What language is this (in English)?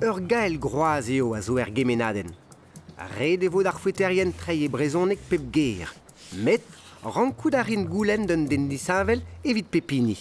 Breton